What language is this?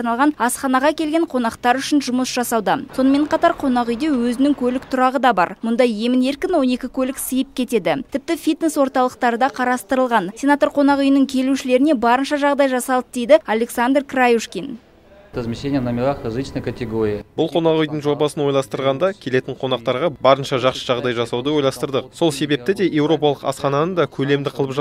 Kazakh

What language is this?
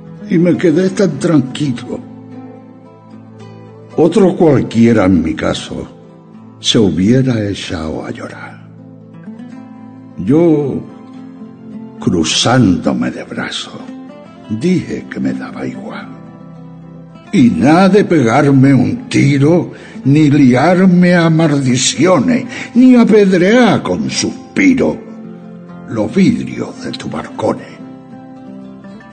Spanish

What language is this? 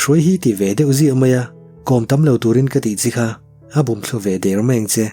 Mizo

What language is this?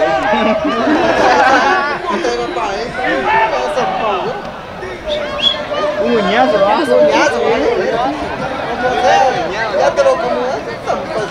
Spanish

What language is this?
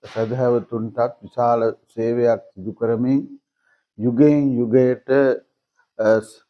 Sinhala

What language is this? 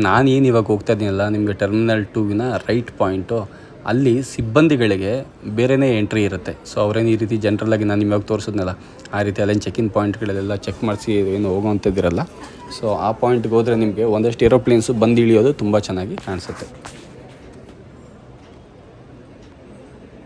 Kannada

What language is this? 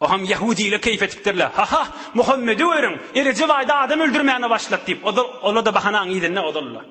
Turkmen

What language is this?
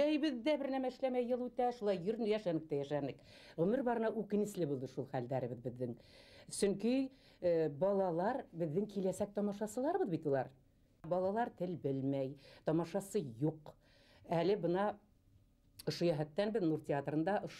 Bashkir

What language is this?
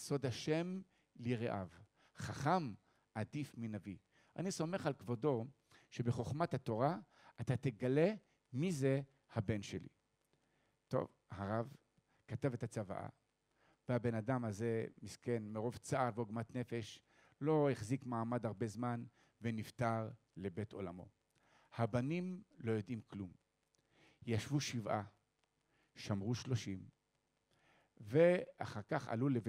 Hebrew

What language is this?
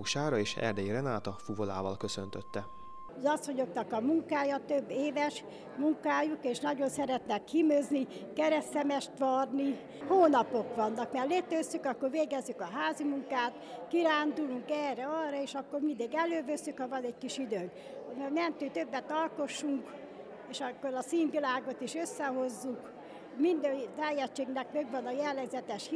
Hungarian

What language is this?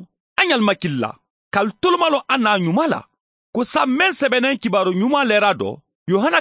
Mandingo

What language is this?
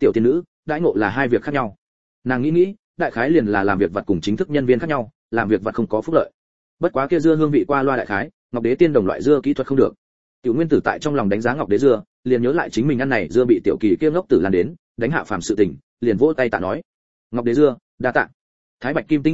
Vietnamese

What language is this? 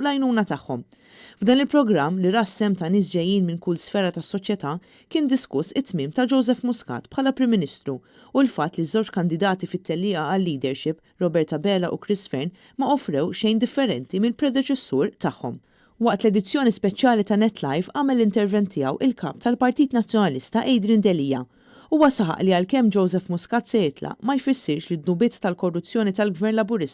Maltese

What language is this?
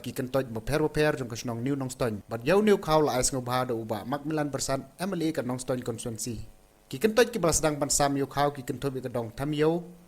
Khasi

